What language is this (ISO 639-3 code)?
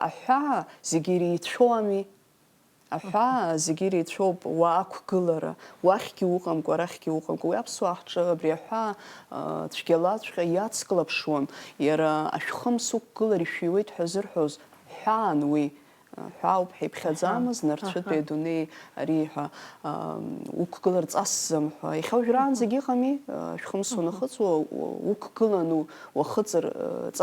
abk